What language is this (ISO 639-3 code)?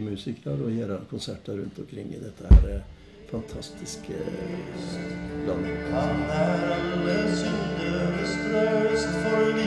nor